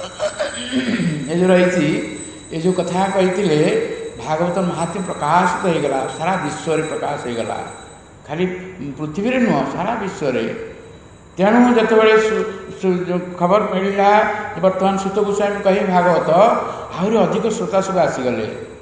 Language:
Odia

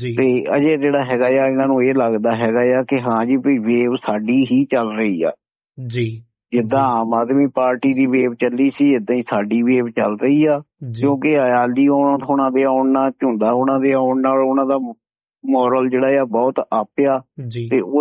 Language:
Punjabi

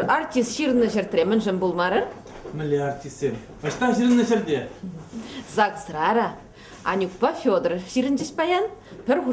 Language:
Chuvash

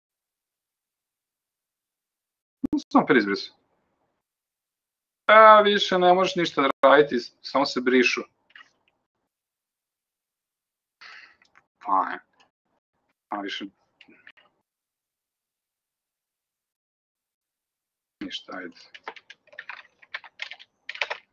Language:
Serbian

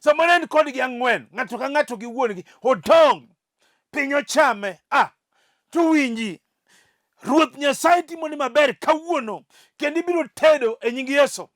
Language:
Luo (Kenya and Tanzania)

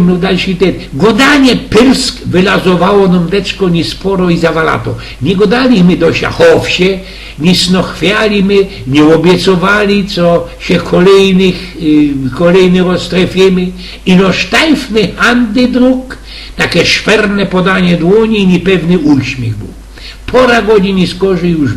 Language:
Silesian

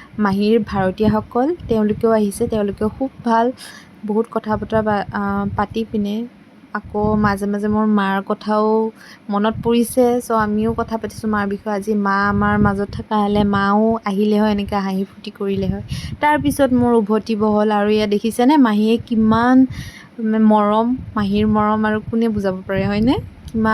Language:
Assamese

